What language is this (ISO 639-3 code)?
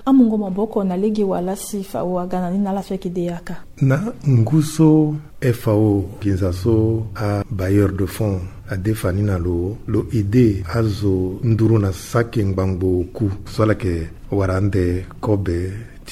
sag